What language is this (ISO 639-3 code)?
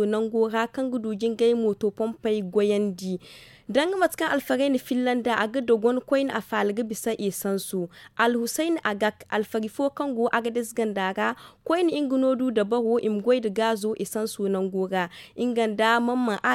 dje